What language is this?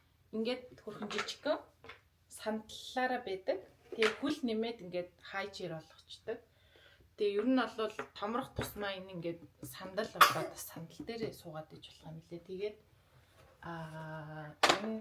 Mongolian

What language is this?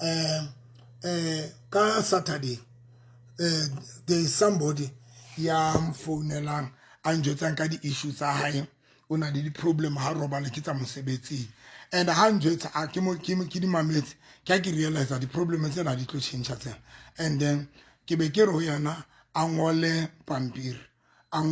Southern Sotho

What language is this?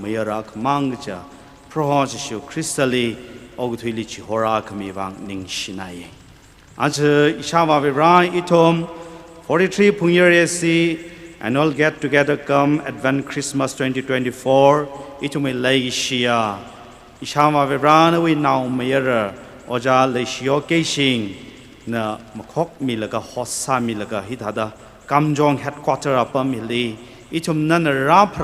Tangkhul Naga (India)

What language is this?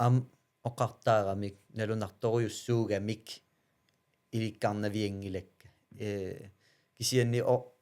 Kalaallisut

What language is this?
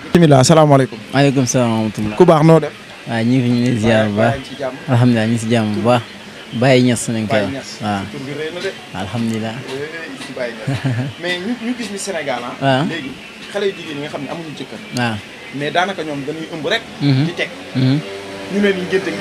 Wolof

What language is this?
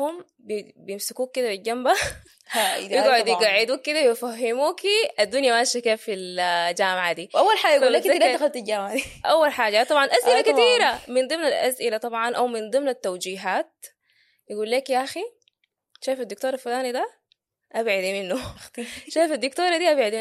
Sudanese Arabic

